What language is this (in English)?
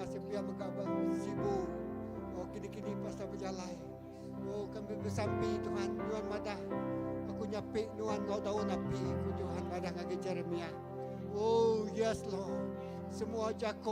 Iban